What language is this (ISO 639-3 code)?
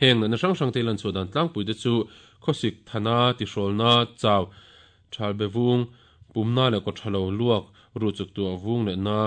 lus